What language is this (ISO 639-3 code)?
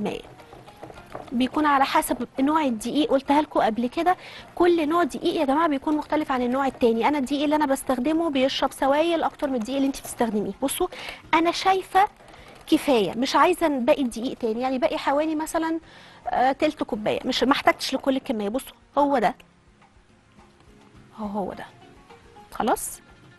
arz